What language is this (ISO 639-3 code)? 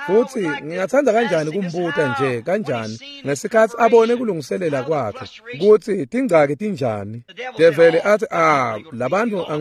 ssw